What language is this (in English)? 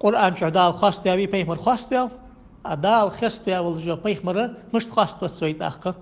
Ingush